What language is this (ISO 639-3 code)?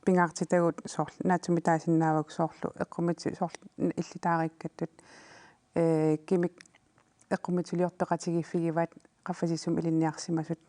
kal